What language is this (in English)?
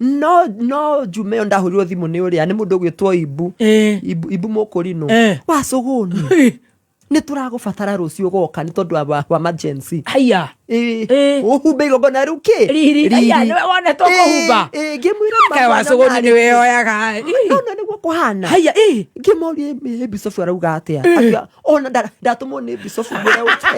Kikuyu